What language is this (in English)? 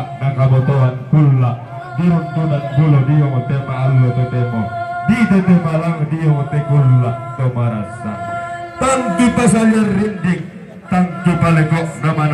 Toraja-Sa'dan